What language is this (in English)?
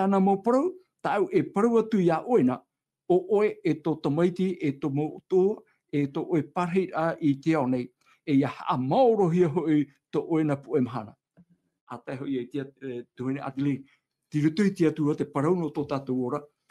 Tahitian